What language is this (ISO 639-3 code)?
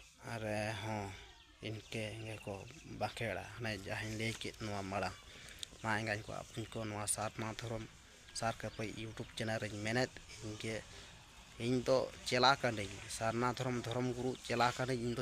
sat